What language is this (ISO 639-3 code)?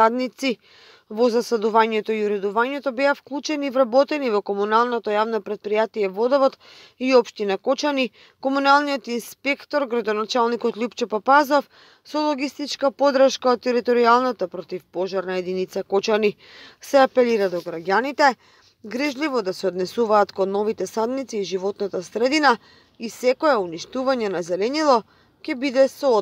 mkd